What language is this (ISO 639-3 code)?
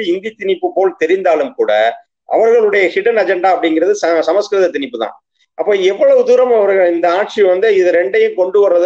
tam